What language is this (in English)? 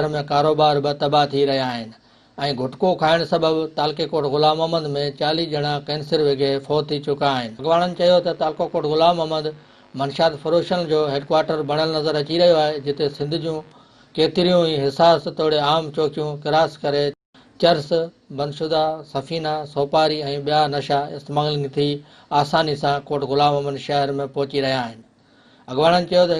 Sindhi